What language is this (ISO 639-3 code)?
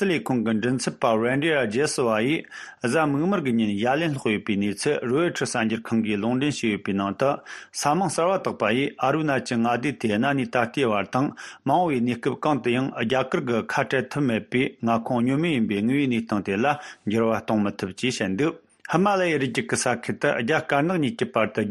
bod